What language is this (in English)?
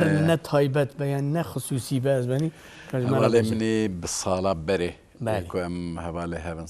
Kurdish